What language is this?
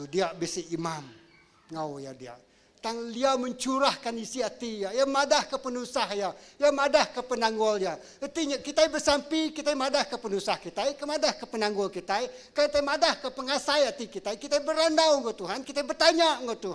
Iban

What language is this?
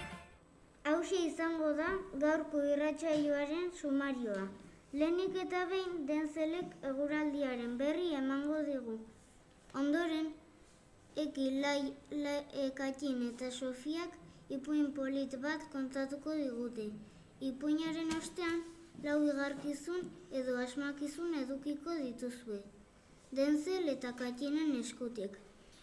Basque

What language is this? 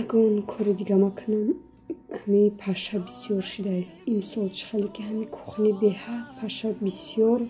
Tajik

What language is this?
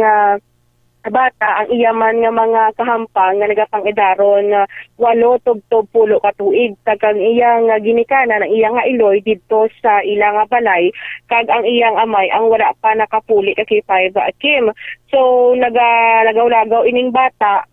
Hiligaynon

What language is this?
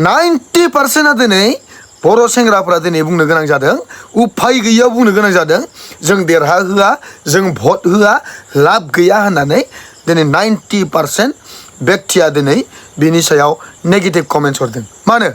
Bodo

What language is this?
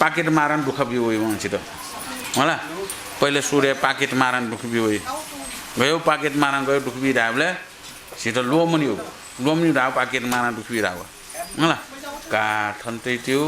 Newari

